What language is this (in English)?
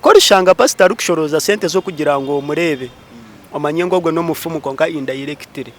Nyankole